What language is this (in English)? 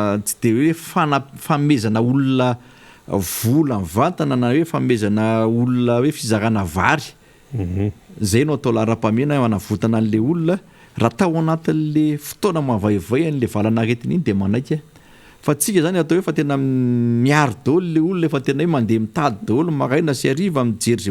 Malagasy